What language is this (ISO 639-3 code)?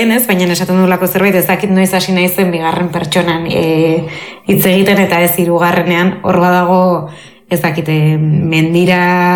eus